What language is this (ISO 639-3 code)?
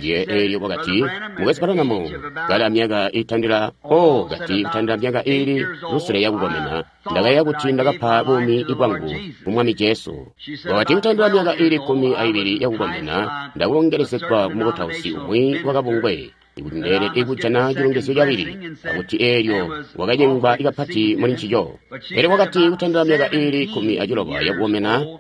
toi